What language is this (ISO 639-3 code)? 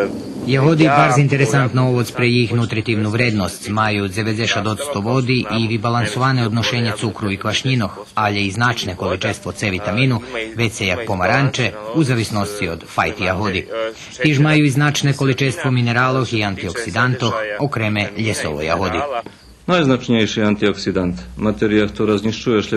rue